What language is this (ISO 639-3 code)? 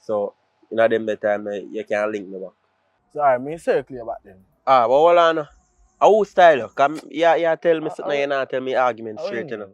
jam